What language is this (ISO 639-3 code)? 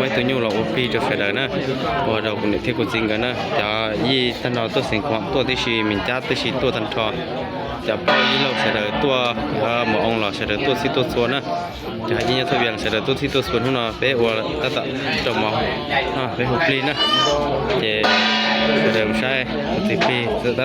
hmn